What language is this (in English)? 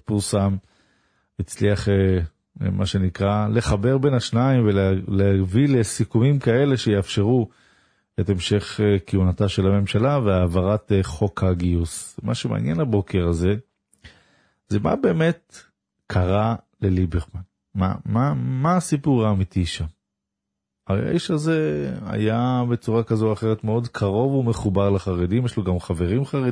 Hebrew